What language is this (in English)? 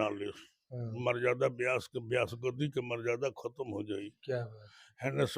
Bhojpuri